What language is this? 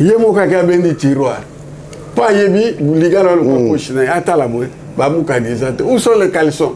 Lingala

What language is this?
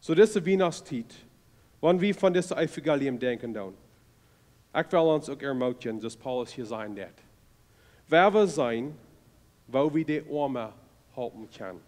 Plautdietsch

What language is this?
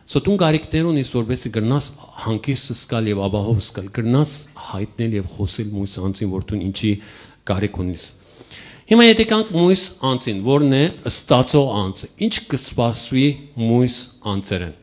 Western Armenian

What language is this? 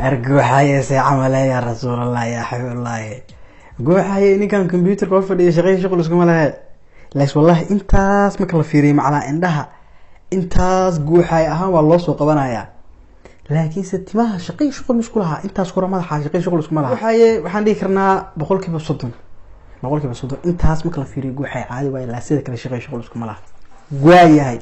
Somali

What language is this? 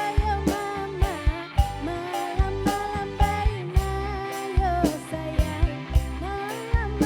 Minangkabau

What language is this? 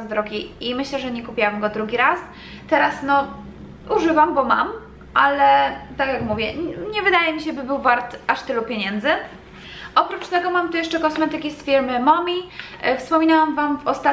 Polish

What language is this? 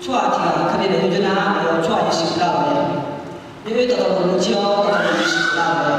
Akha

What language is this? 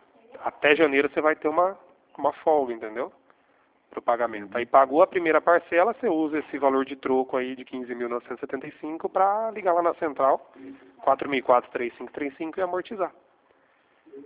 Portuguese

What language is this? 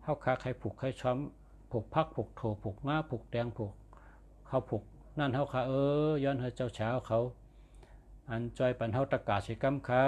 Shan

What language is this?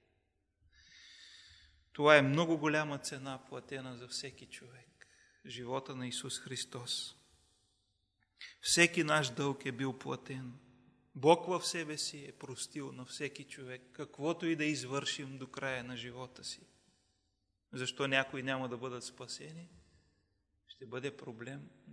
Bulgarian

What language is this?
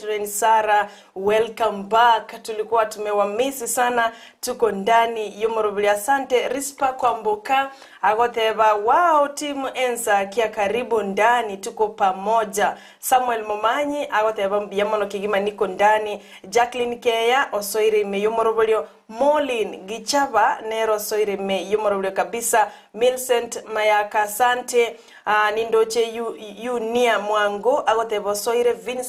Gusii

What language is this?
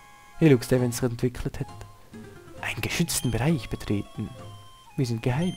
Swiss German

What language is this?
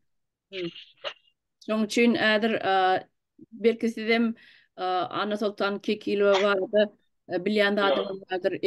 Turkmen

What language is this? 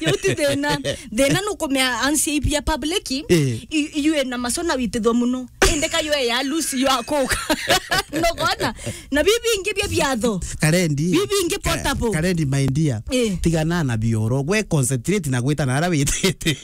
Meru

